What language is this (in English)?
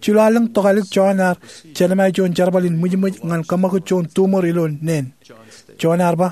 Marshallese